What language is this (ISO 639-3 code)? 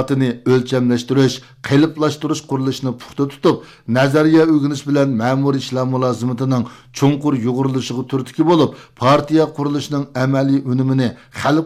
uig